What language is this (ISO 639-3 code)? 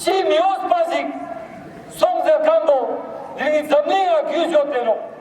bod